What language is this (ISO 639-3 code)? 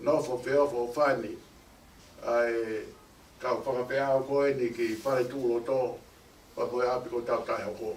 ton